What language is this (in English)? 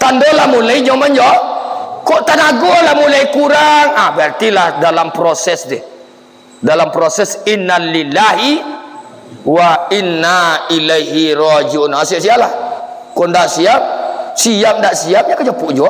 Minangkabau